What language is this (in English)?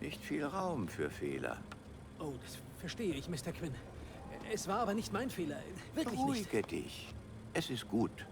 Bavarian